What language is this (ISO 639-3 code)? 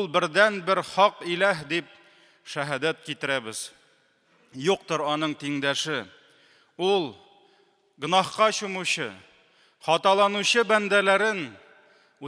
tat